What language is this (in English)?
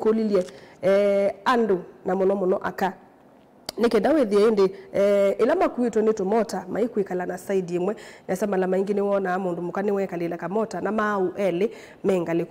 Kamba